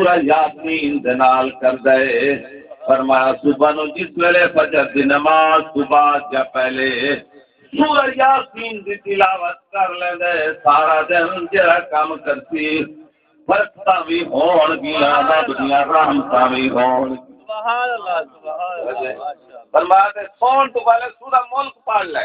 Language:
Saraiki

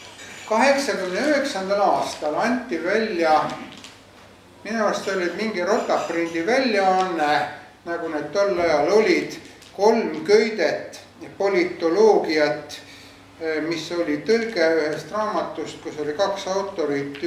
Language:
Estonian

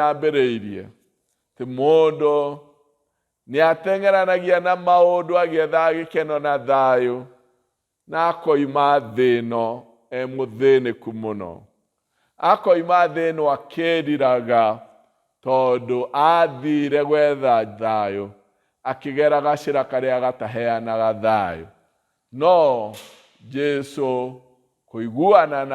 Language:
Kikuyu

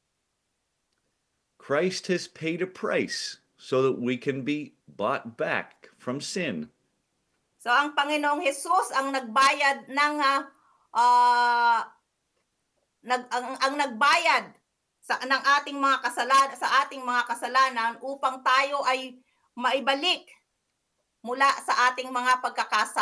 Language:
Filipino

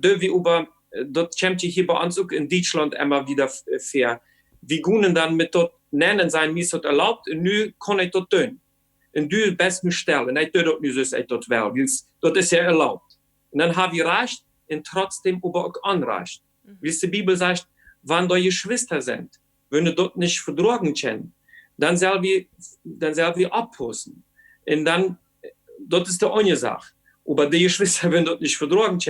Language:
Plautdietsch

